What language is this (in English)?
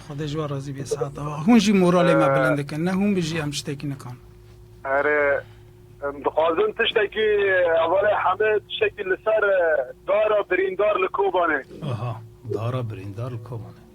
Kurdish